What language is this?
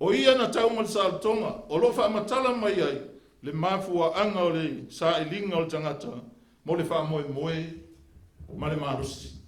Samoan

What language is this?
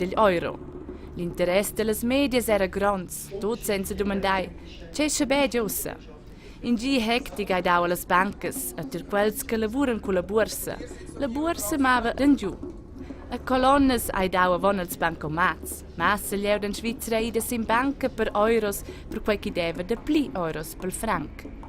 Romansh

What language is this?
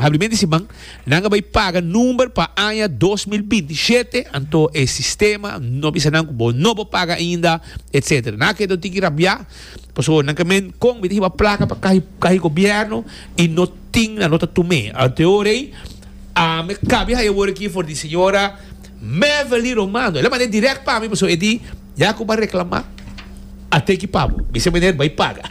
Papiamento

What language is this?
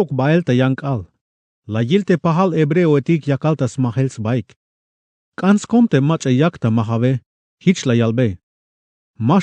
Tzeltal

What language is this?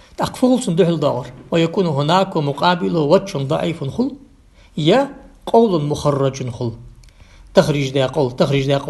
Ingush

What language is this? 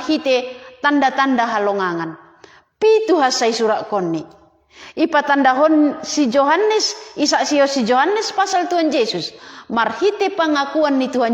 Batak Simalungun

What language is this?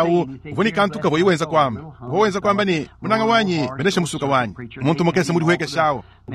Luba-Lulua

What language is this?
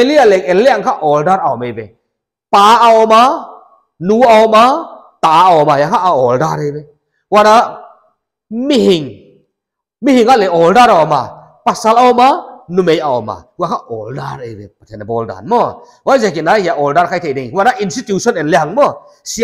Paite Chin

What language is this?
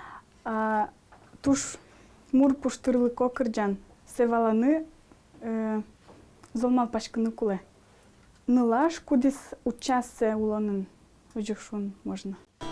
Udmurt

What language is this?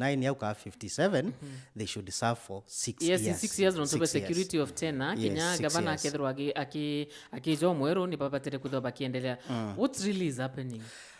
Meru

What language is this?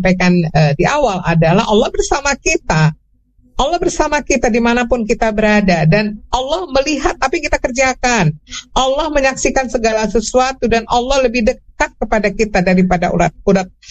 Indonesian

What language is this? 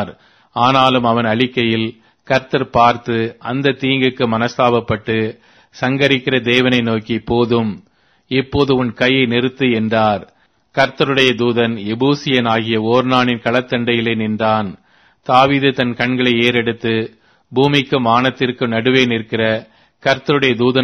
Tamil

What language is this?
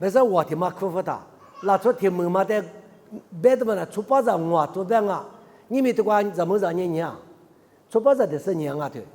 Lisu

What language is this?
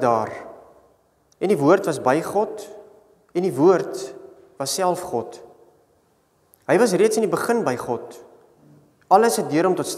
Afrikaans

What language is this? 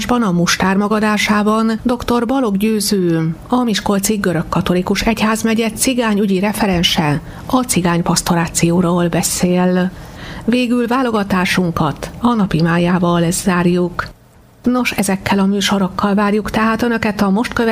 Hungarian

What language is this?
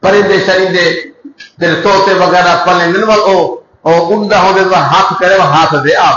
Saraiki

